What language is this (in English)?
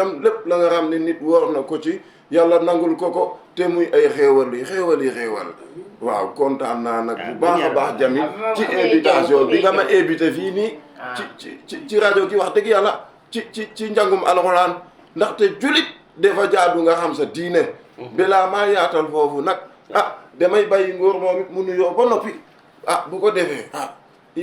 Wolof